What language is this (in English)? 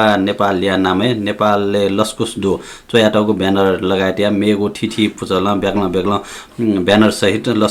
Newari